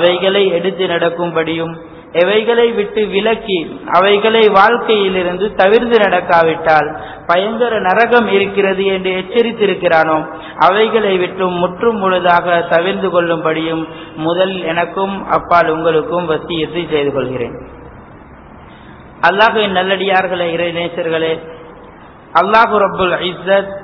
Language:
Tamil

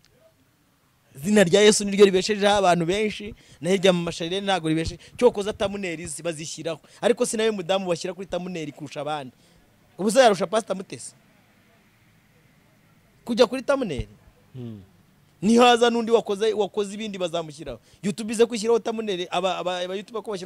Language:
Kinyarwanda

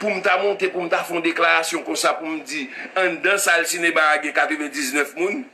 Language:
Haitian Creole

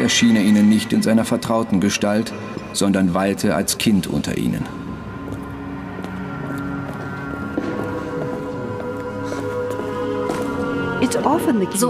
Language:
German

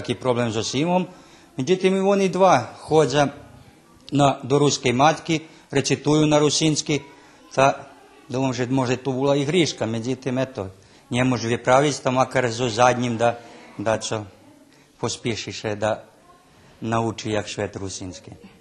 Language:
Rusyn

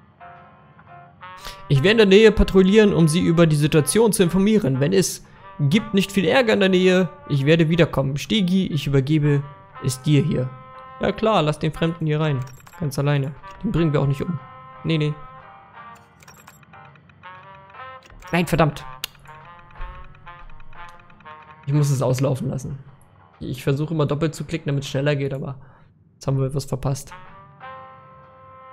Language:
German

